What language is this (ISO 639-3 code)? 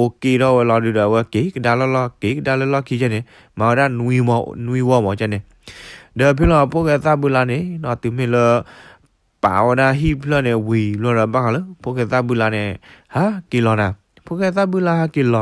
ksw